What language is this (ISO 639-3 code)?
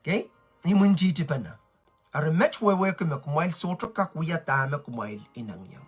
pon